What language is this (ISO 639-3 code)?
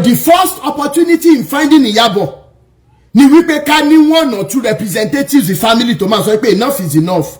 yor